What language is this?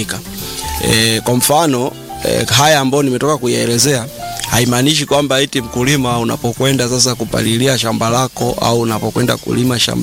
Swahili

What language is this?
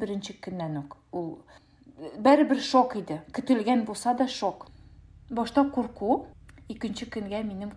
Tatar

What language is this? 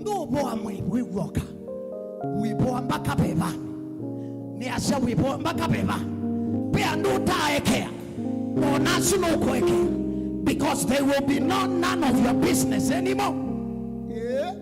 Kamba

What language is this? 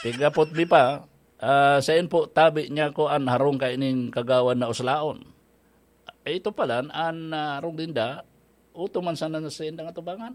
Bikol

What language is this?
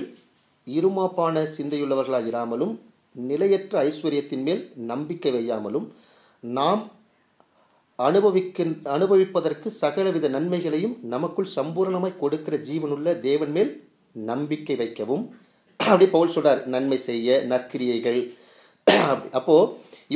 Tamil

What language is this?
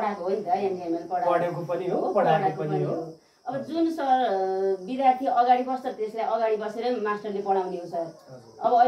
Nepali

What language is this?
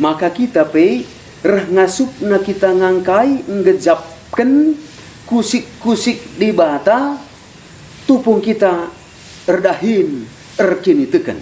Batak Karo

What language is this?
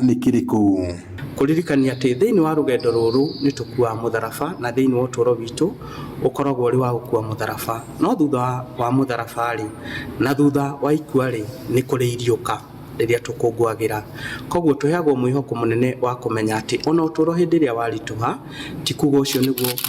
Kikuyu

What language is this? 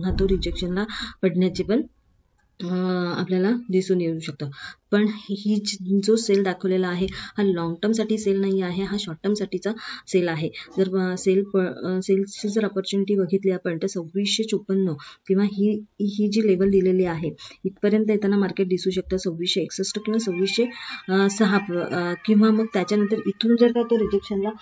Marathi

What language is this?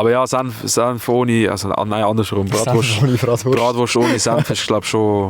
Swiss German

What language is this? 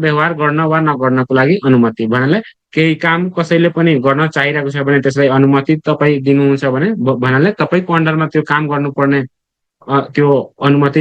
Nepali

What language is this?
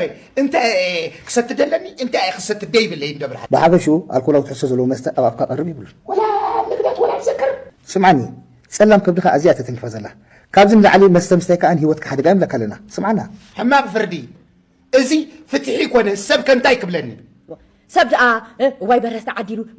Tigrinya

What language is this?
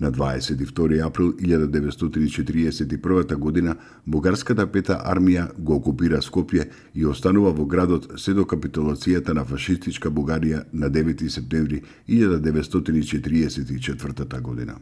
Macedonian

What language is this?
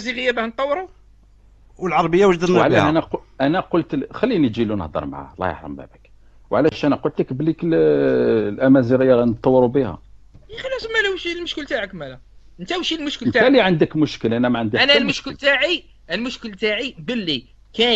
Algerian Arabic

